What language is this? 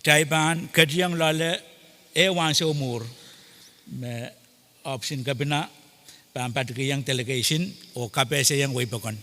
Pohnpeian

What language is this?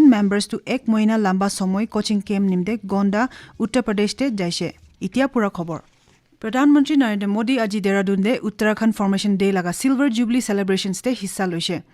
Naga Pidgin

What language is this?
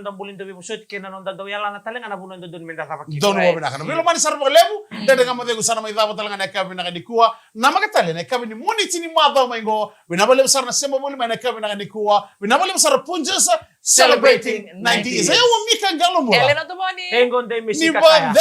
Fijian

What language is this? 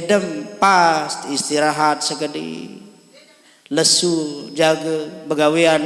Sasak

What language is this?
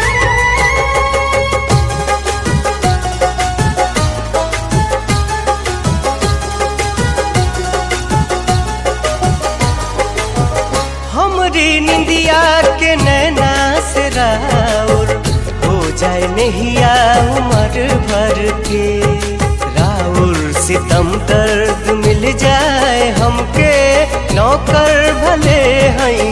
Bhojpuri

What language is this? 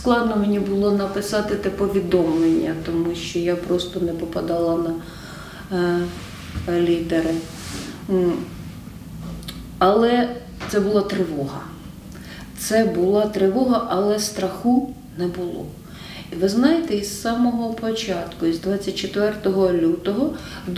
Ukrainian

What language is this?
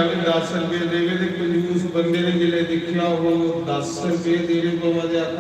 Dogri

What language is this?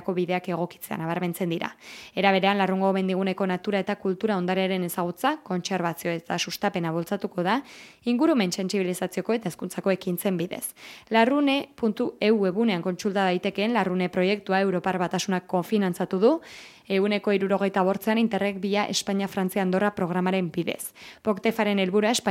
Basque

